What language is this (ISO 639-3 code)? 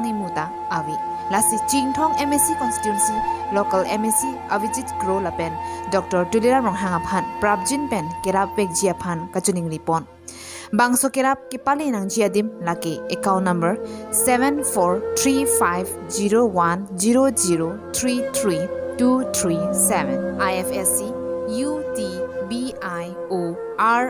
mjw